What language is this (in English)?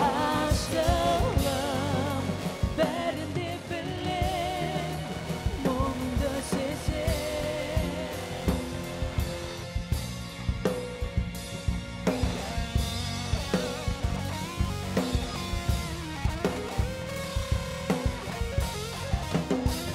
Kazakh